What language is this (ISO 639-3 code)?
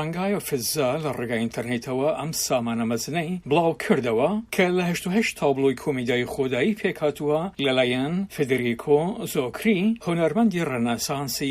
ckb